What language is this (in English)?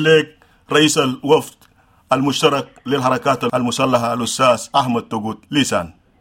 Sudanese Arabic